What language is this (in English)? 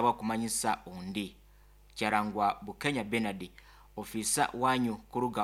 Nyoro